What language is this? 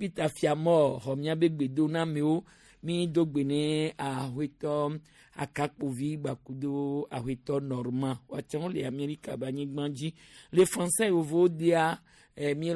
Gen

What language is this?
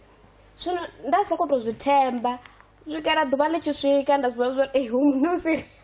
Venda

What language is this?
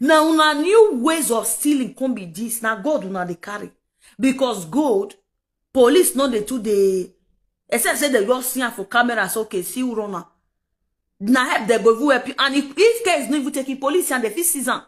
Nigerian Pidgin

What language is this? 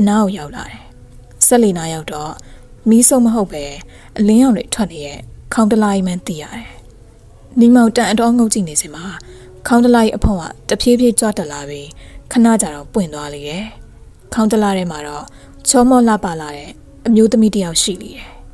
Burmese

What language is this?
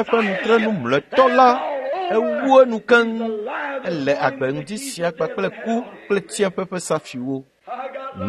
Ewe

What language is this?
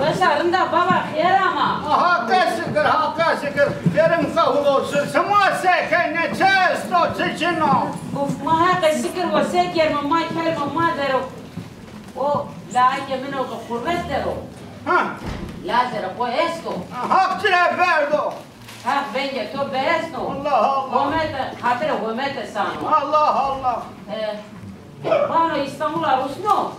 Zaza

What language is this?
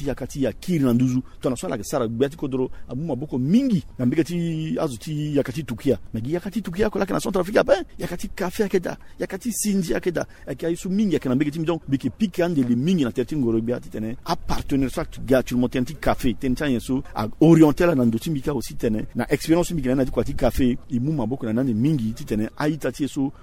Sango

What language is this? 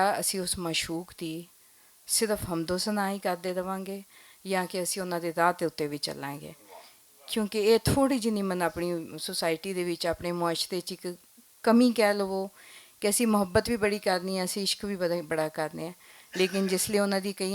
Western Panjabi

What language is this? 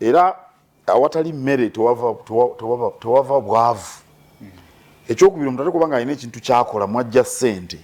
Ganda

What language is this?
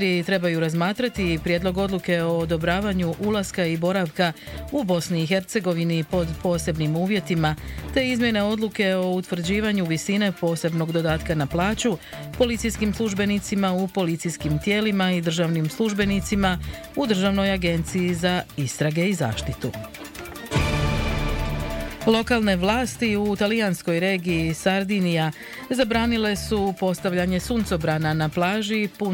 Croatian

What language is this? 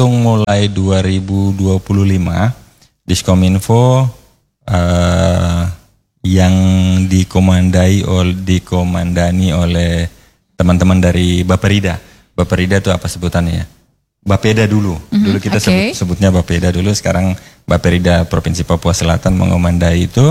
Indonesian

